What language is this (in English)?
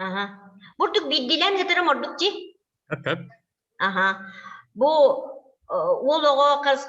Yakut